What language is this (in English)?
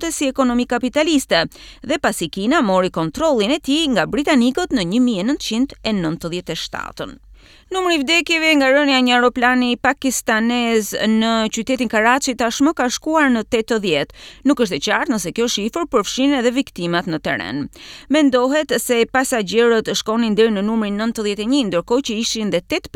Albanian